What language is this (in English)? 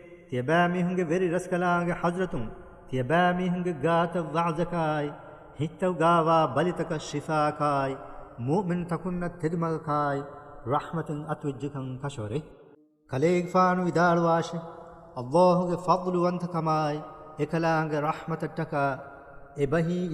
Divehi